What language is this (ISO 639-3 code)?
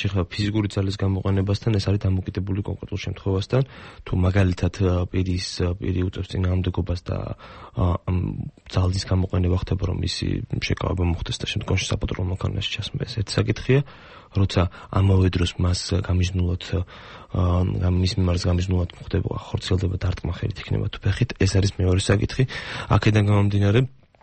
kat